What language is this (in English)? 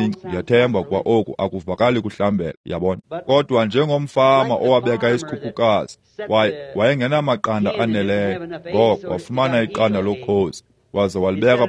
Xhosa